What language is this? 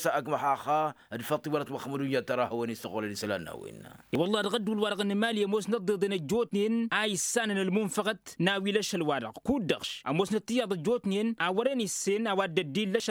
Tamasheq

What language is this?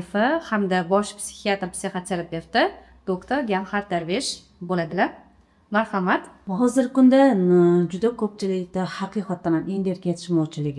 Uzbek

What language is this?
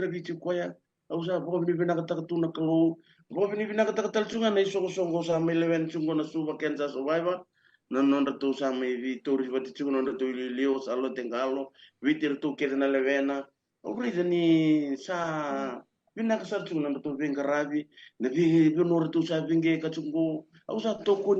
Fijian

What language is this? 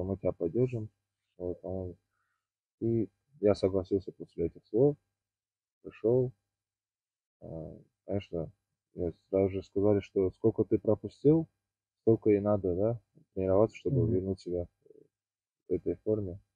Russian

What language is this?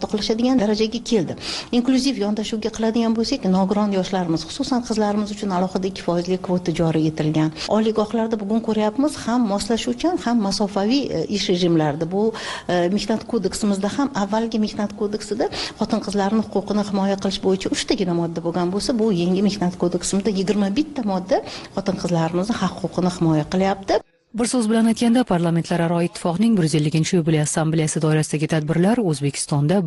Uzbek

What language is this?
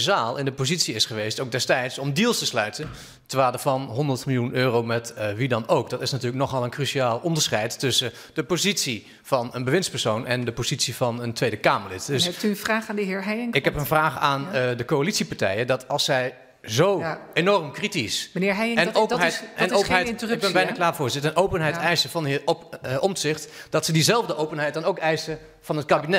Dutch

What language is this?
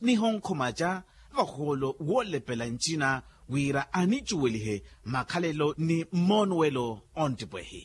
Makhuwa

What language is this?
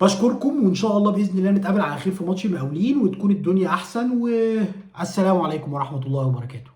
Egyptian Arabic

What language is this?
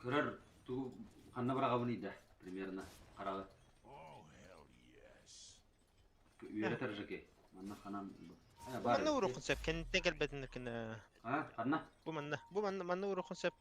Yakut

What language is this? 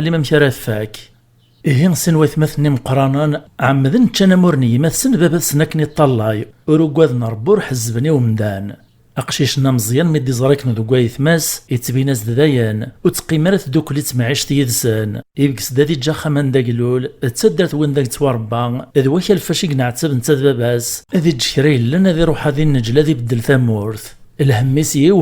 Kabyle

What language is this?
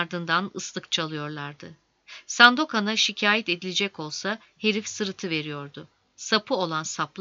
Turkish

